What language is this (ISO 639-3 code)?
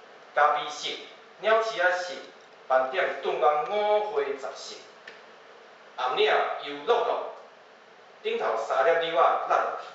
nan